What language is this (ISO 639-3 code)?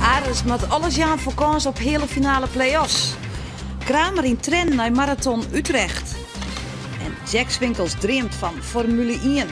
fry